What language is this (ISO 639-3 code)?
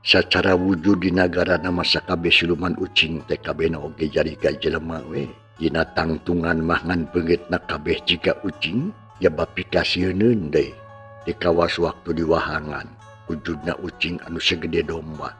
sun